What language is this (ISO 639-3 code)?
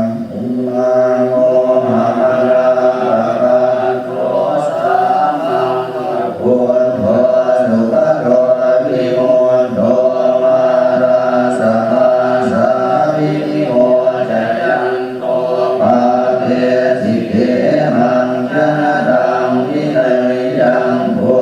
pli